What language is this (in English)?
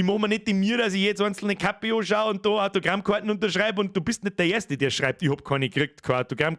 Bavarian